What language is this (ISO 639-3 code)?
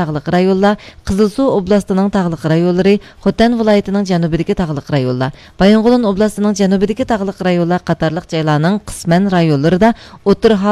uig